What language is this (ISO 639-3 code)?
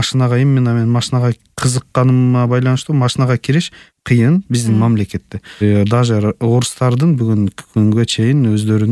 kir